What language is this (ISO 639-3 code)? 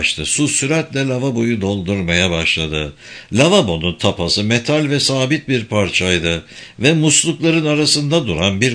tur